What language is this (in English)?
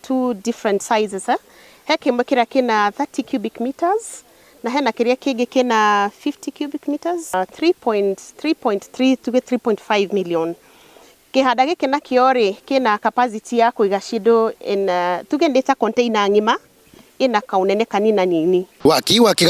Kikuyu